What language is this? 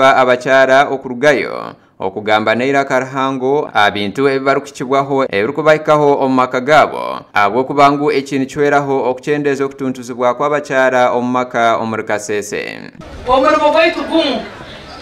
Nyankole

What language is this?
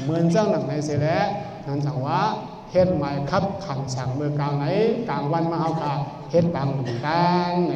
Shan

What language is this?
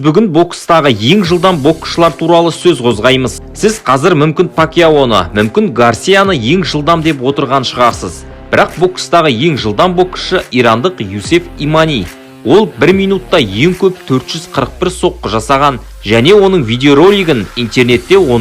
Kazakh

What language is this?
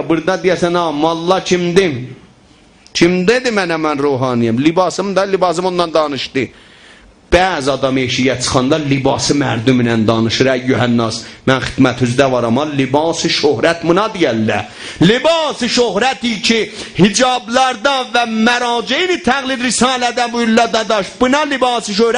South Azerbaijani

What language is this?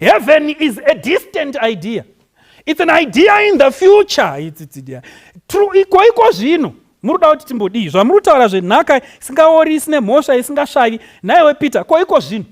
Shona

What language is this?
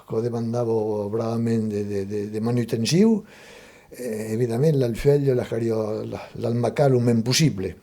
Occitan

